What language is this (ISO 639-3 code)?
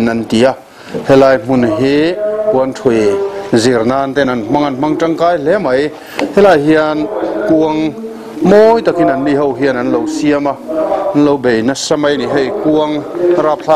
lus